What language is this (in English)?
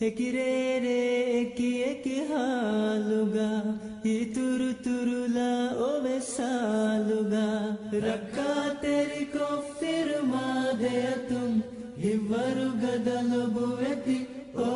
Divehi